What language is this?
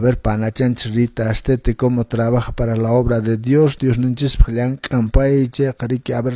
Quechua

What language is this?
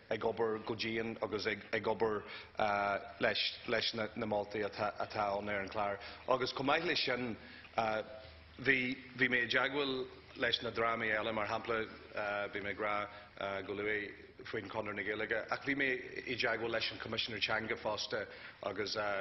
Irish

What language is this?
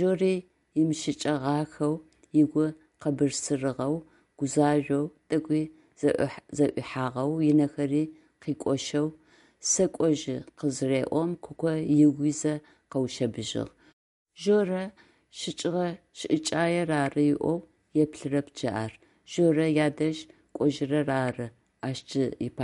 Adyghe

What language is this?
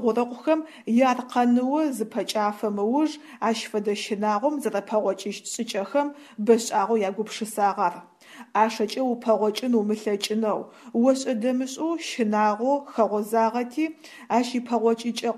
Adyghe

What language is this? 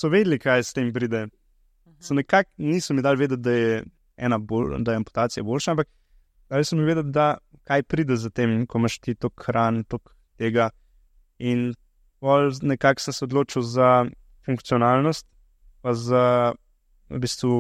Slovenian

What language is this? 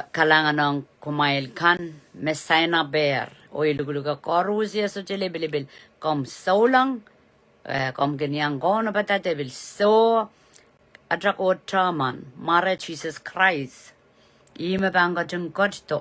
Pohnpeian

